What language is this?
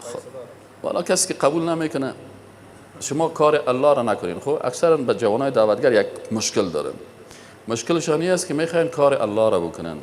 Persian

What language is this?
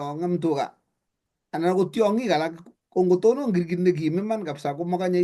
Kalenjin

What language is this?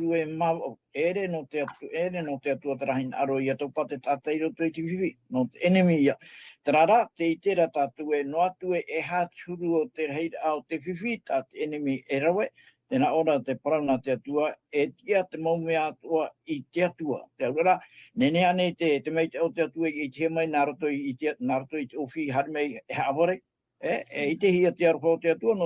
Tahitian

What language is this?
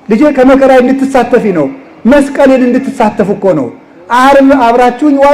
Amharic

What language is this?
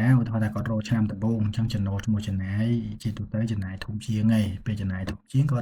Khmer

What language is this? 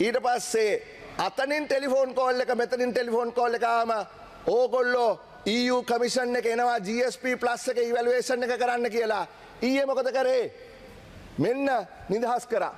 Sinhala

